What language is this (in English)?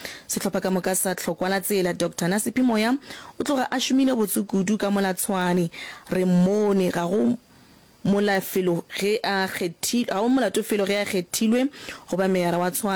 Northern Sotho